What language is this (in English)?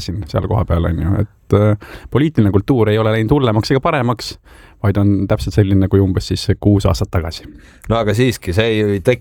Estonian